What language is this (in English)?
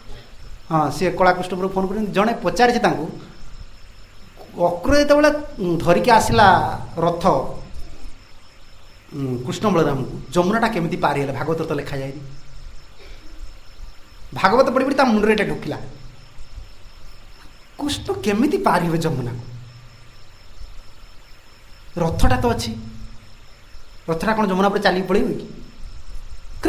Odia